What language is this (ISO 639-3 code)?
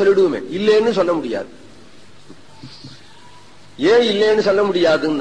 tam